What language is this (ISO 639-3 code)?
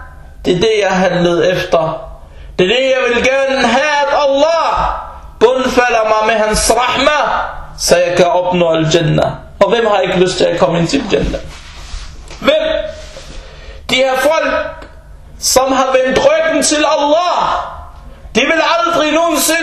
dan